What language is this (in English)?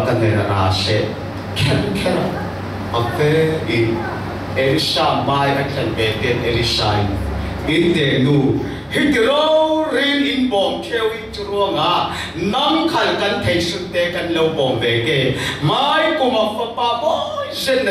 Falam Chin